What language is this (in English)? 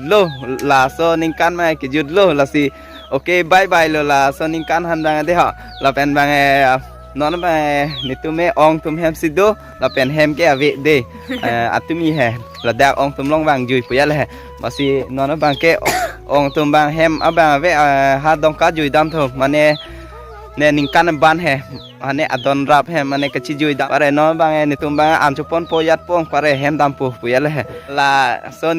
Karbi